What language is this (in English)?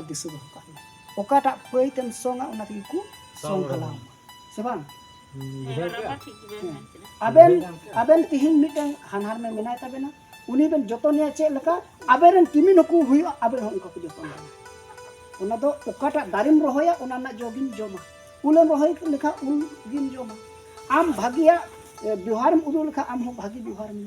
Santali